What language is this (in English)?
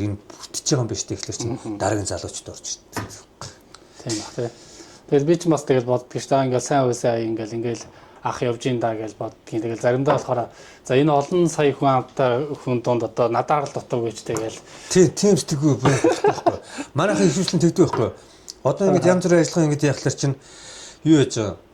Mongolian